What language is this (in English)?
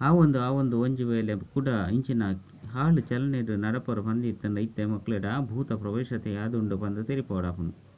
Tulu